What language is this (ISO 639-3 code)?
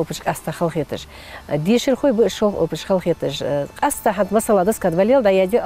inh